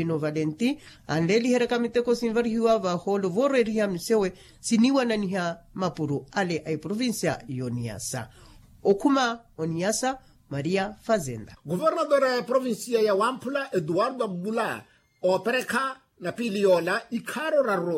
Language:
Makhuwa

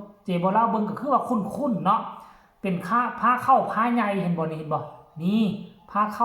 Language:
Lao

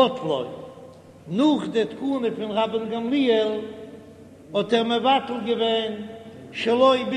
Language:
Yiddish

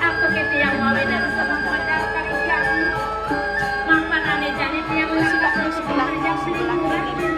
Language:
Balinese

